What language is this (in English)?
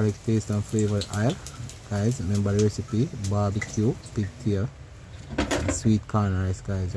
Jamaican Creole English